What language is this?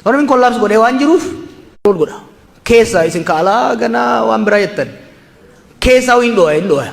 Oromo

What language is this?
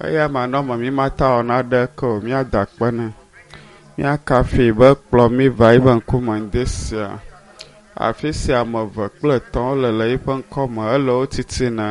Ewe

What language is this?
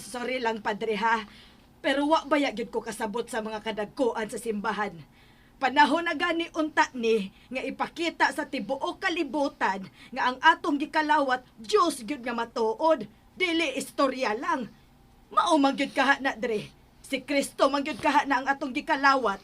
Cebuano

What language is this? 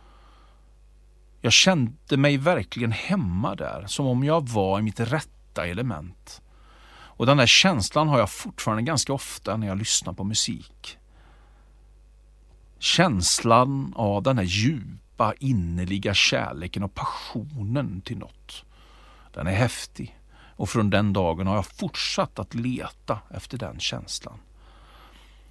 Swedish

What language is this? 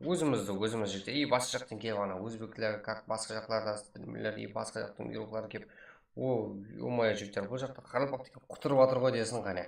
Kara-Kalpak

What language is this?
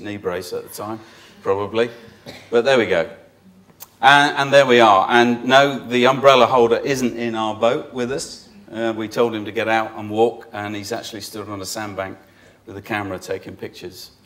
English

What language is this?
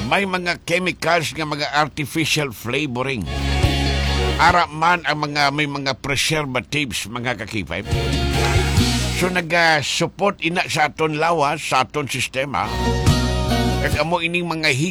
Hiligaynon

